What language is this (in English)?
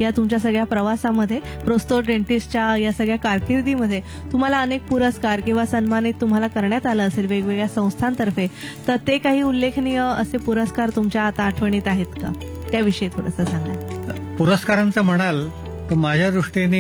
Marathi